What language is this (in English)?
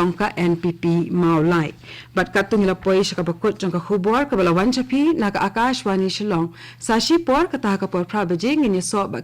Khasi